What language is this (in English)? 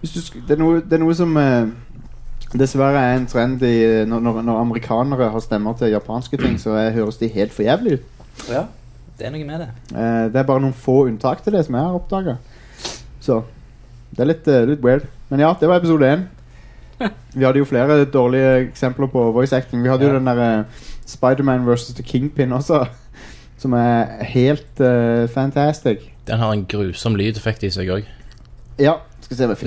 Norwegian